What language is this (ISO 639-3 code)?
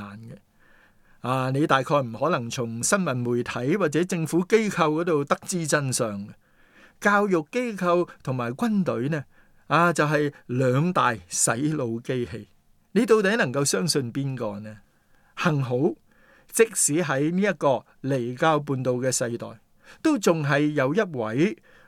yue